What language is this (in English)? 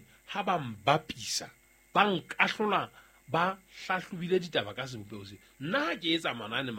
Southern Sotho